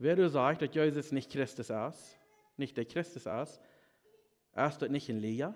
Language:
Plautdietsch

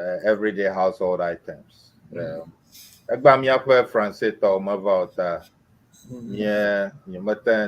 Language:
Ewe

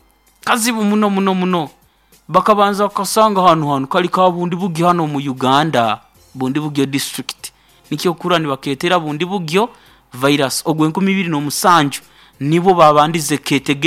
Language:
Nyoro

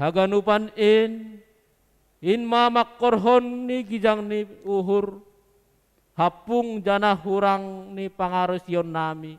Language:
Batak Simalungun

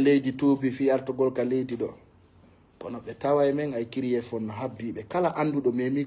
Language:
Fula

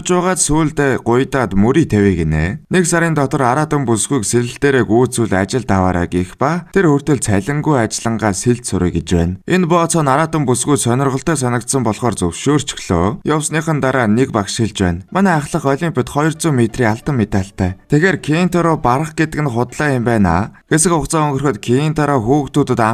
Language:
Mongolian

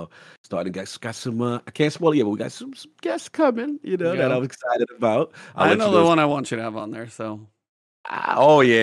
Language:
English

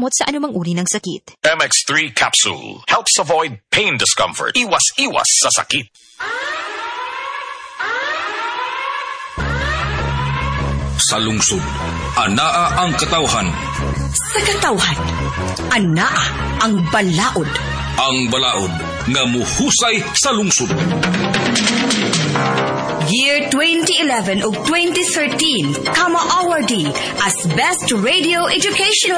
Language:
Cebuano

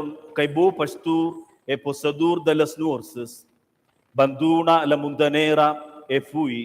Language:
Romansh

